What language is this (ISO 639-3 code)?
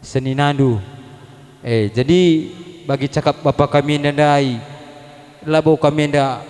btx